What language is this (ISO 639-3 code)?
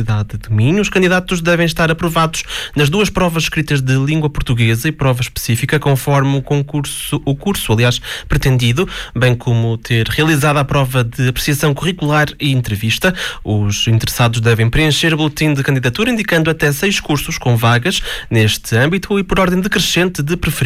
por